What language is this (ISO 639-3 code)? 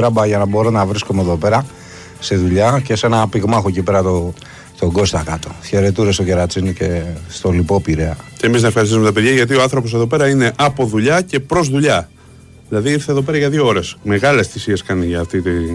ell